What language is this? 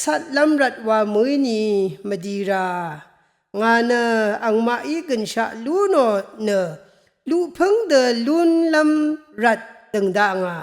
Rawang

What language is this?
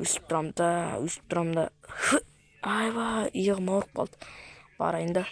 Kazakh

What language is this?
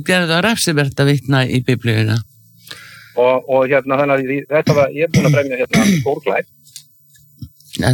Icelandic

